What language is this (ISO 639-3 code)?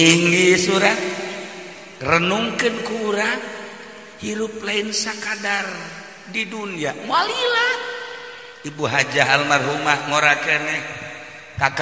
sun